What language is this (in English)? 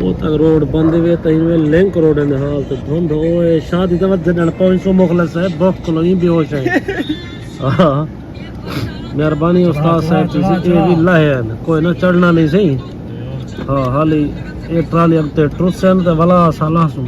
Saraiki